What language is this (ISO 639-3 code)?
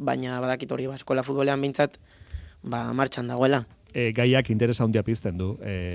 eus